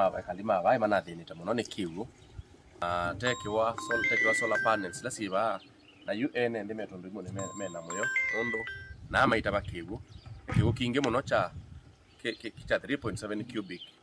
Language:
Kamba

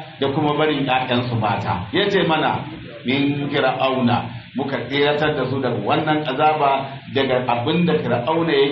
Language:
Hausa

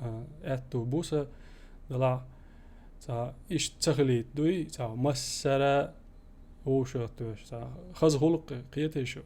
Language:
Chechen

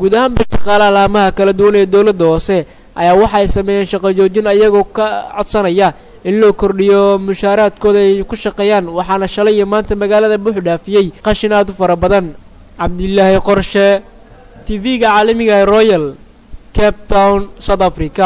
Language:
Somali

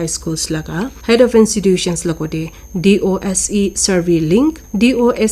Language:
Naga Pidgin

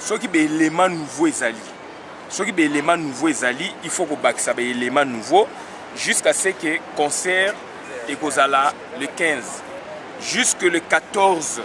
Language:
Lingala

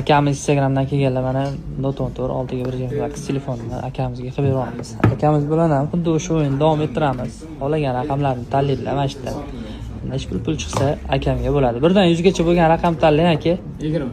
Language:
Uzbek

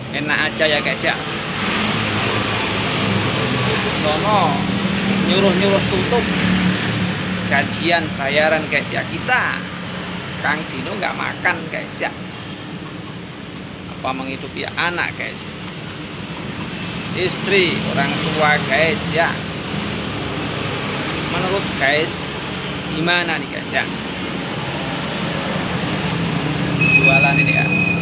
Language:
Indonesian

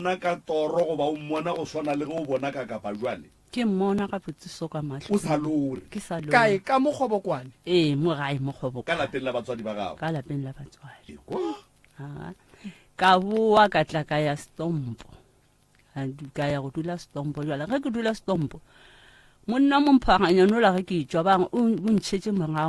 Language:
Northern Sotho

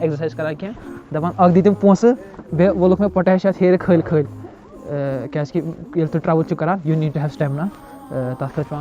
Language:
Kashmiri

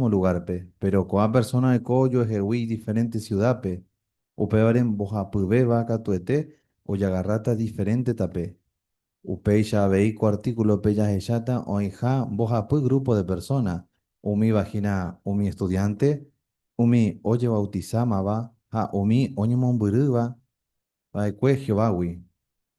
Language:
Guarani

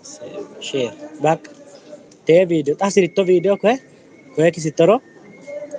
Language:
Sidamo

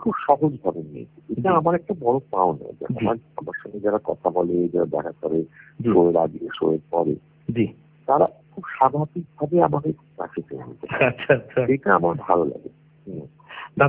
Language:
Bangla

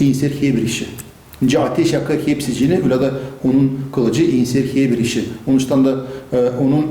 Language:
Gagauz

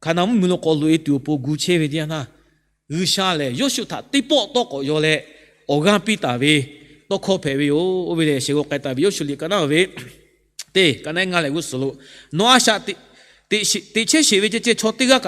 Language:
Lahu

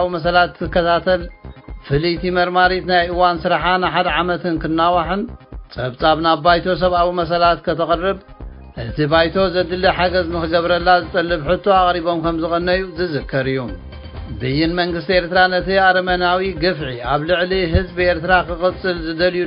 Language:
Tigrinya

